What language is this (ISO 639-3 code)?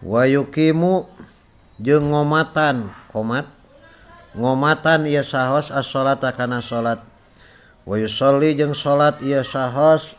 sun